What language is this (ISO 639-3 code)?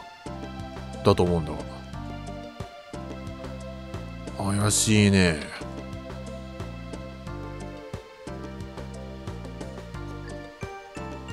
jpn